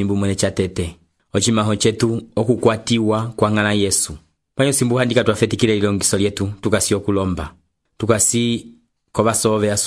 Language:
Umbundu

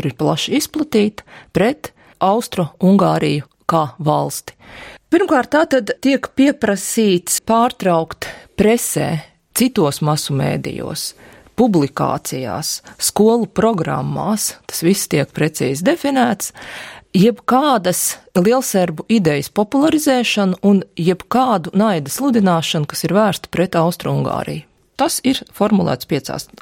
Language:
Latvian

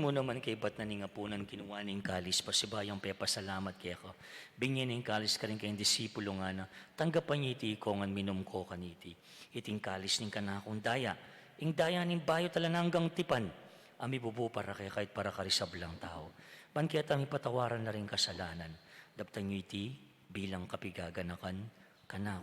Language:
Pampanga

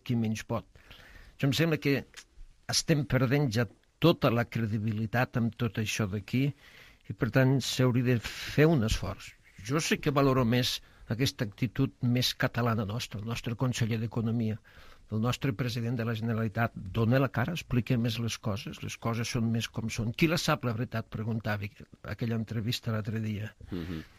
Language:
Catalan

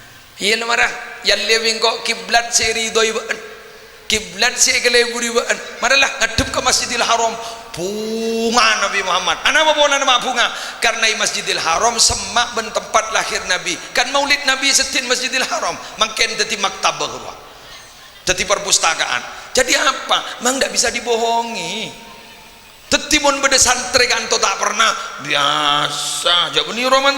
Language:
Madurese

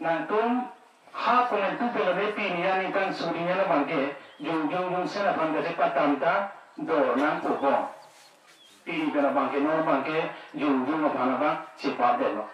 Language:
Karbi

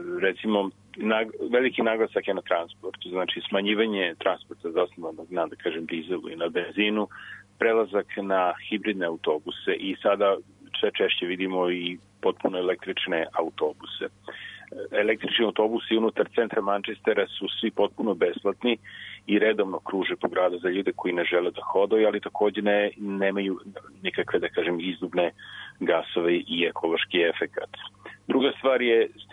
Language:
Serbian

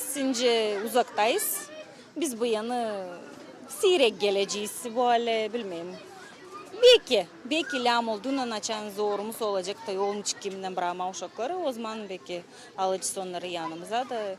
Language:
Gagauz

